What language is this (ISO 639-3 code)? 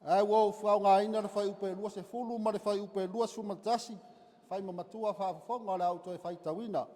smo